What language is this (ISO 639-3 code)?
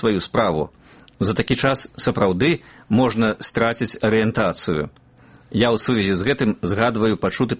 bel